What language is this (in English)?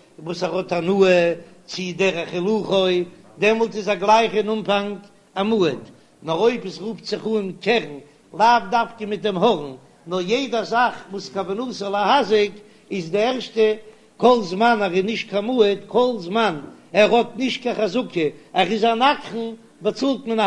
Yiddish